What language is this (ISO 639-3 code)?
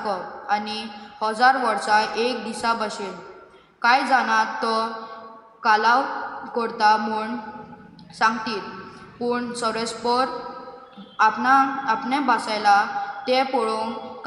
kok